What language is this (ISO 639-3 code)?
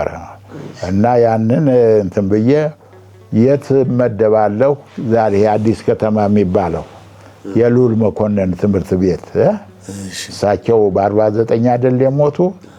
amh